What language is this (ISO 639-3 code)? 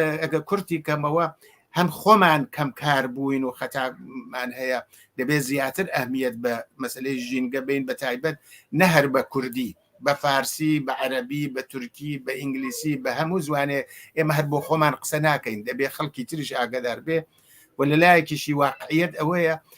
ckb